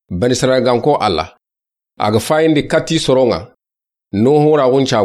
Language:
Soninke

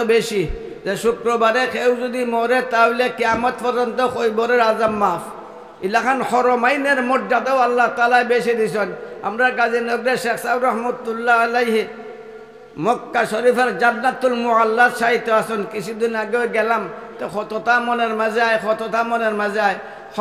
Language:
Sylheti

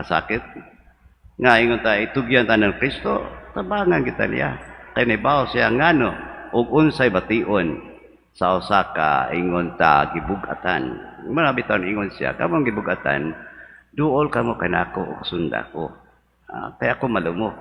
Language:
Cebuano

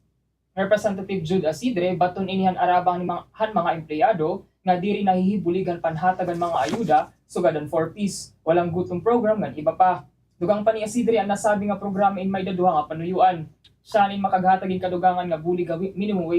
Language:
Waray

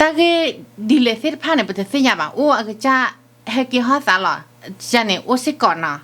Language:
S'gaw Karen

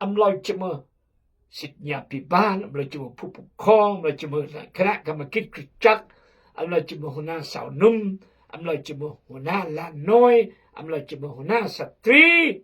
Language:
Khmu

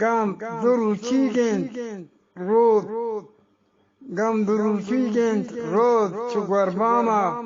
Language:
Eastern Balochi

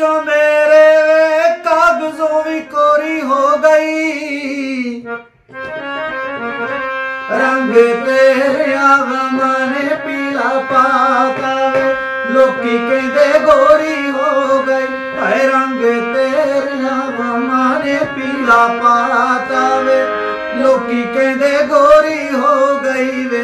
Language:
Punjabi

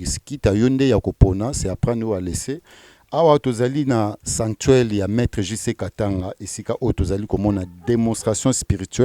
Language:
Lingala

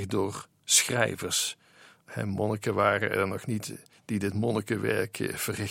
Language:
Dutch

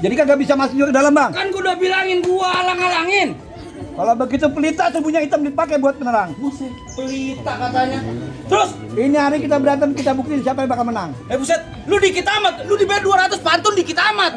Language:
Betawi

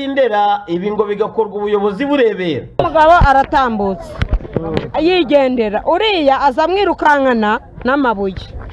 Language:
Kinyarwanda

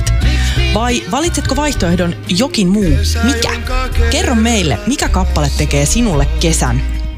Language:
Finnish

